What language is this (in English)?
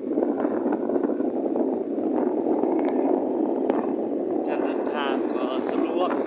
Lao